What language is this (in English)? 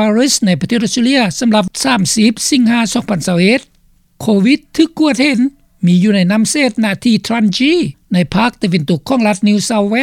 Lao